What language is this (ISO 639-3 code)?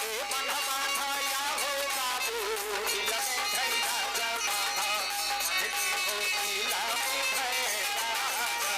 mai